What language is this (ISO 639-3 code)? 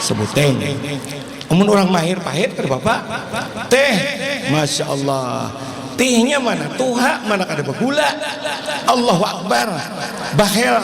bjn